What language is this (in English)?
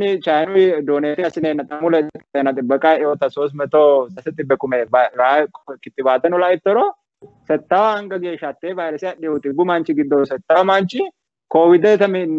Sidamo